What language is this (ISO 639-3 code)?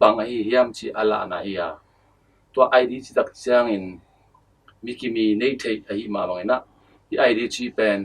ctd